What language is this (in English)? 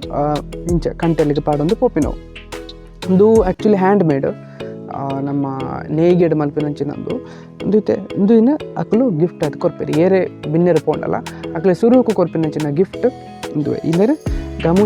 Tulu